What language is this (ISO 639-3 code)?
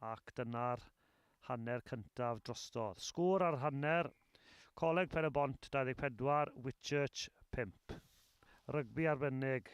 cym